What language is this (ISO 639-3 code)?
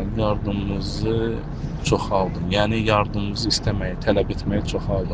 aze